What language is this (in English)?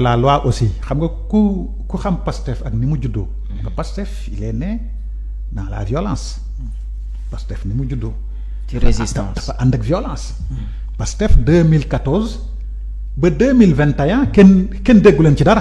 Wolof